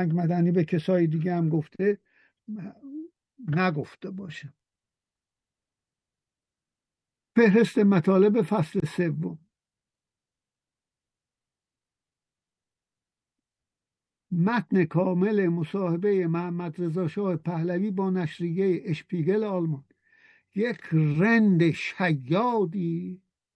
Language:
Persian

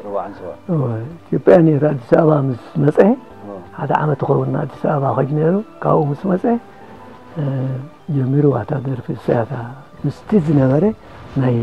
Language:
Tigrinya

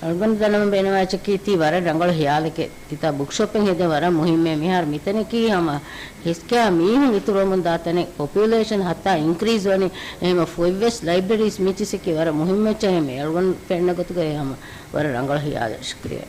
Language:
Divehi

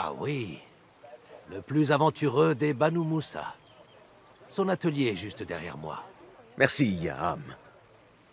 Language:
French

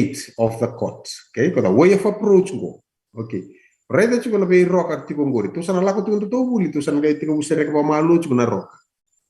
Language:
Fijian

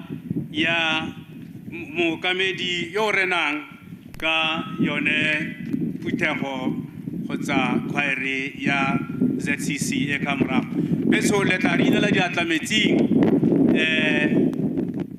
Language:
Tswana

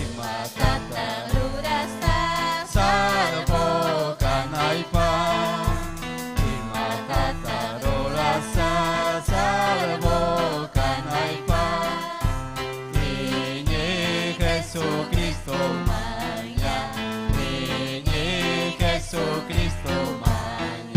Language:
Ayacucho Quechua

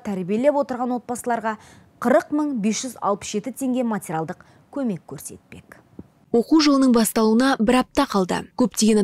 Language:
Kazakh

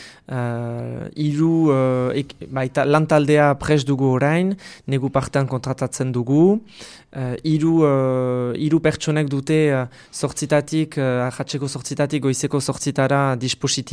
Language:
Basque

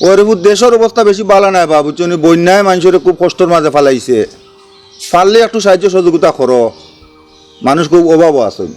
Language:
Sylheti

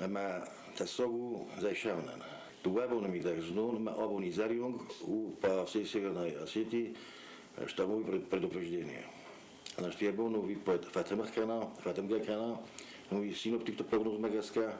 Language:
Ossetic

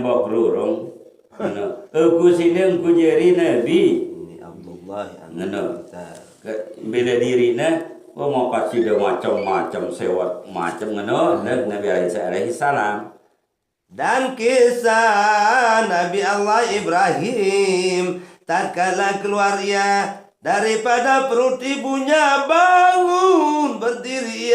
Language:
Sasak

